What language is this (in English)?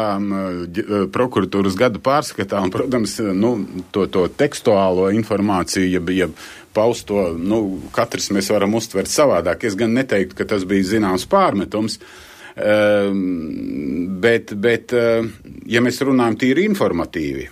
Latvian